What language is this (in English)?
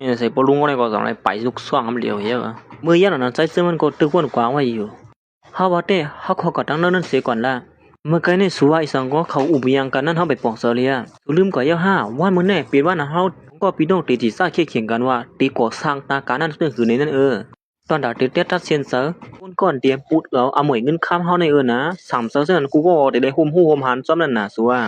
Shan